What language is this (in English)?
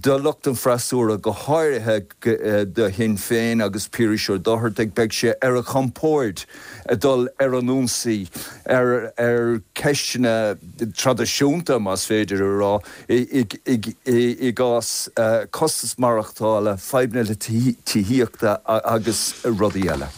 Irish